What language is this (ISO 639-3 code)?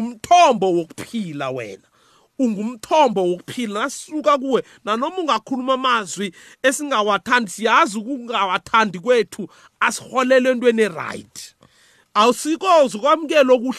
nbl